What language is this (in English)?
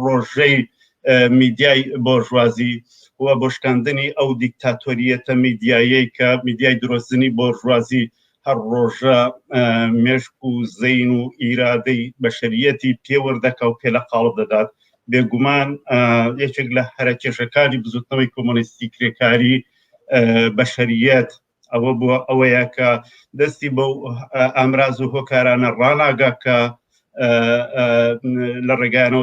Central Kurdish